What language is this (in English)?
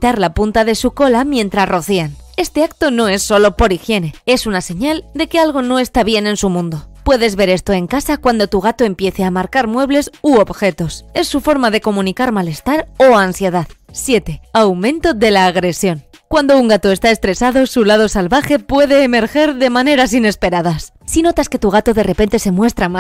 Spanish